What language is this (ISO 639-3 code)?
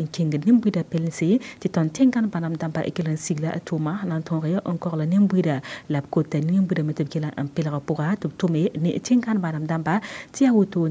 mos